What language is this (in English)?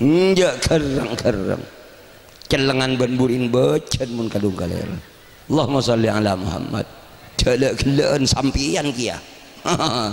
Madurese